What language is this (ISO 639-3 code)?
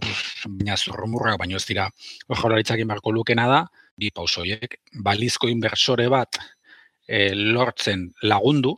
eus